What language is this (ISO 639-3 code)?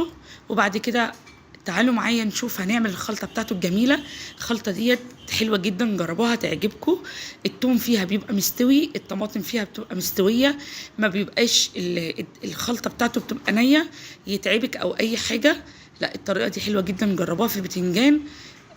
arz